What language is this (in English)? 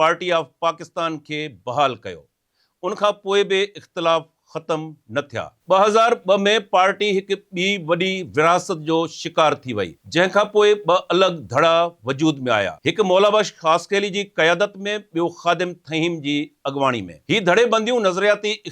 Sindhi